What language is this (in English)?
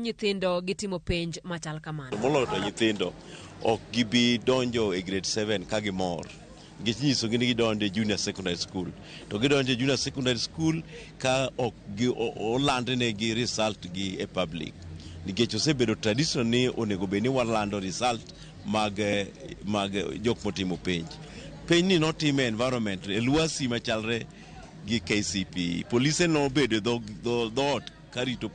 Luo (Kenya and Tanzania)